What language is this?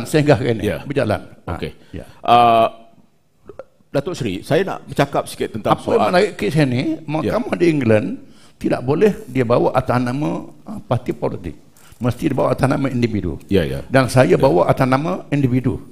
Malay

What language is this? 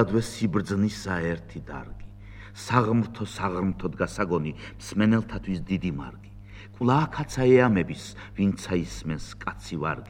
Georgian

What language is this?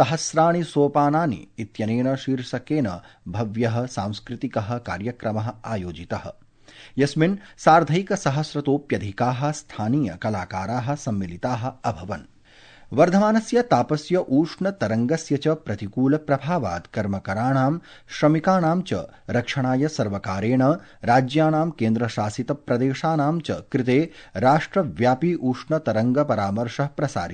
Sanskrit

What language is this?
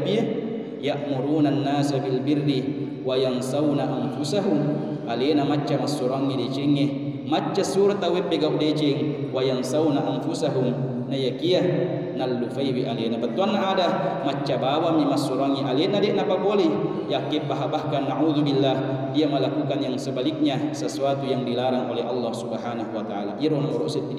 Buginese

